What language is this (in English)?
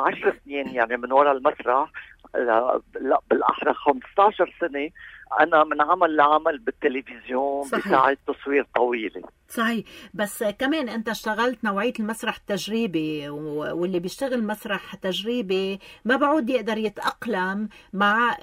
North Levantine Arabic